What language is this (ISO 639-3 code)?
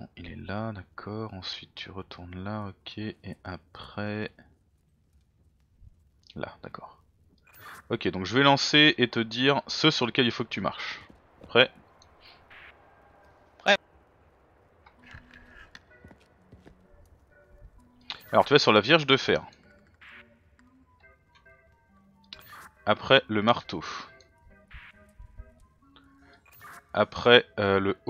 fra